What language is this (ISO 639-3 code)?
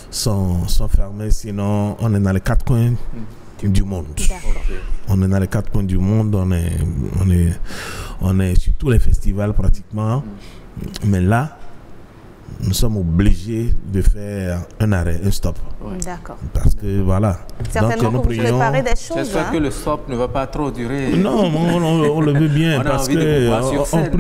fra